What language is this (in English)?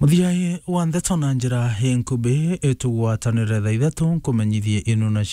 Meru